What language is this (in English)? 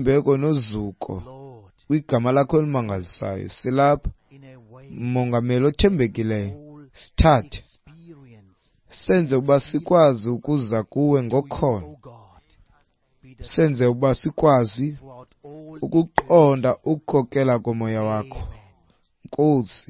Xhosa